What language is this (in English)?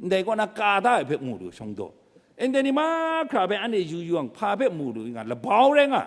Kachin